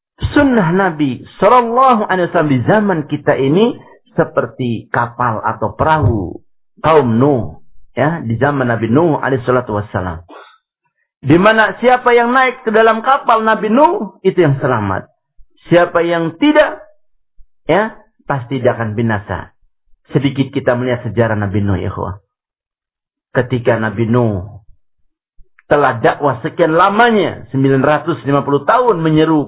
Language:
Indonesian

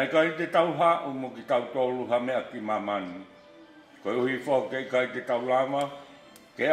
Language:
Tongan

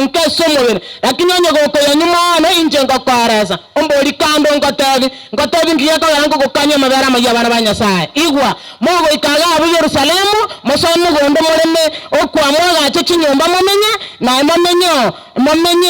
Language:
Gusii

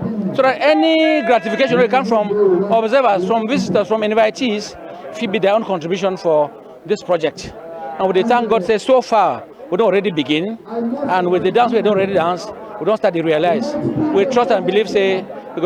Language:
Cameroon Pidgin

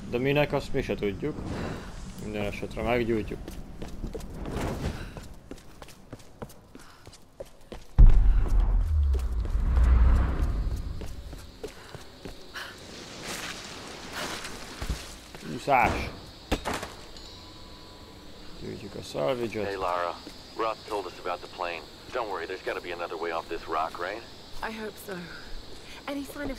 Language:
Hungarian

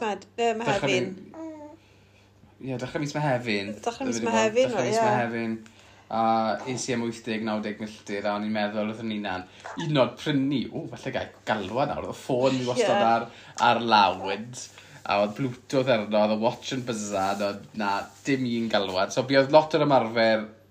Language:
Welsh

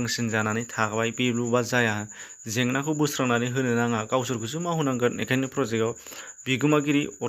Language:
Bodo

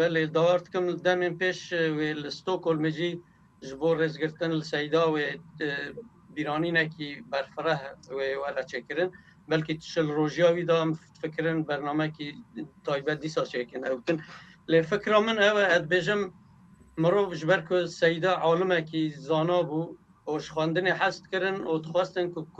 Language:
Kurdish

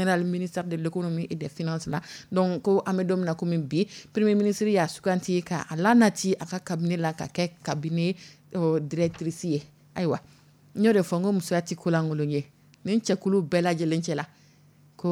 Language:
Dyula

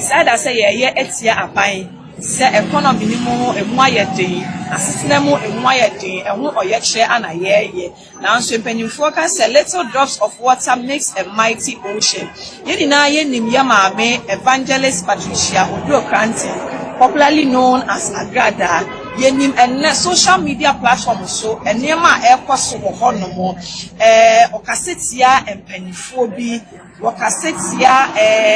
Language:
Akan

